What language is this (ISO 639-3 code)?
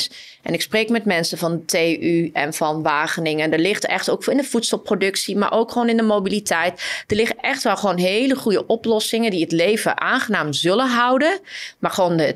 nld